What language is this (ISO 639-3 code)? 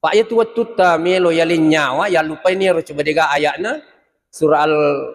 bug